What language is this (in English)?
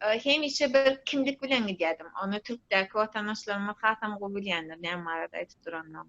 Turkmen